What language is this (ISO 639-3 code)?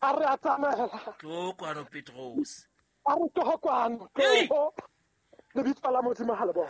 sot